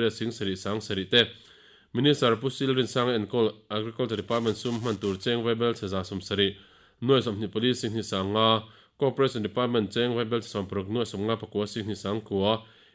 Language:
Mizo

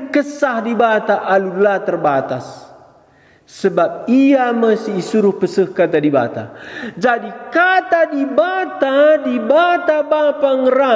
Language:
Batak Karo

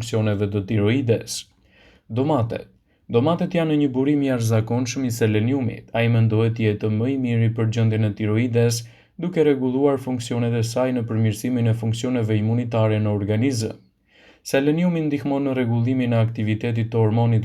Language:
Albanian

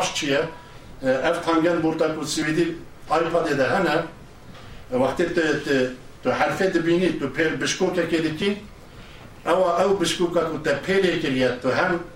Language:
Kurdish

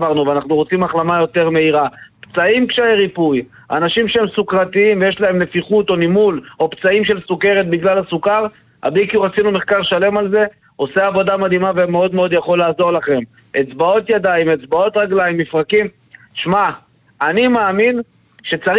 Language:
Hebrew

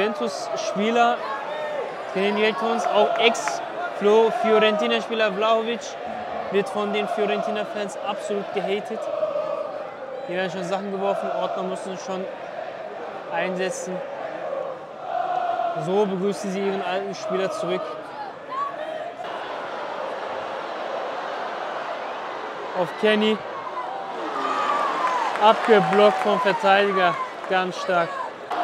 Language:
German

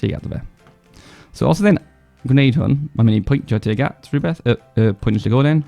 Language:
Welsh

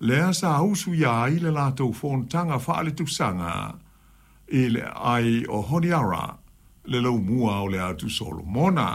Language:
Samoan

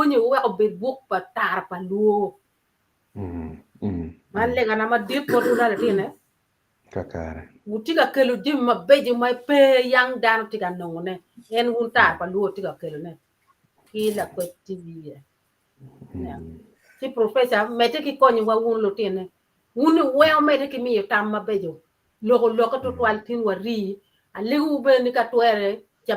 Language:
Acoli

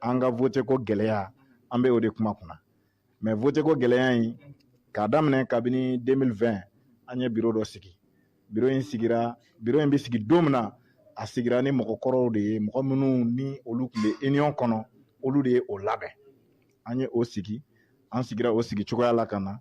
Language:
Bambara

